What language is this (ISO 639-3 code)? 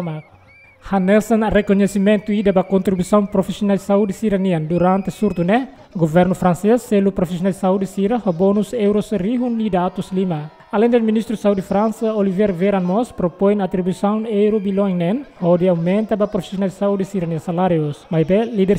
tet